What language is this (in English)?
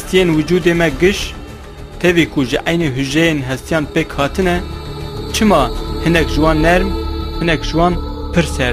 Kurdish